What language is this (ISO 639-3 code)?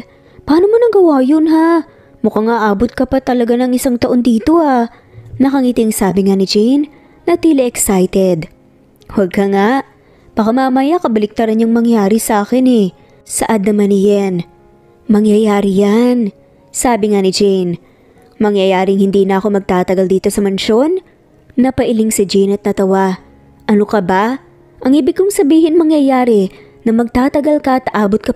fil